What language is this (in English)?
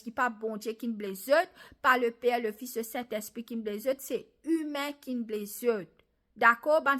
Morisyen